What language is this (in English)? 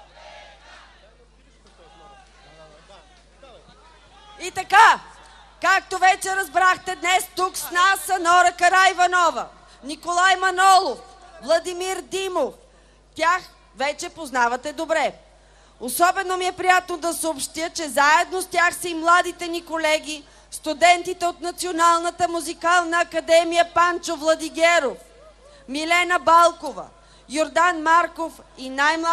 Bulgarian